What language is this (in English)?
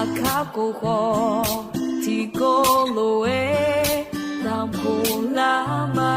Akha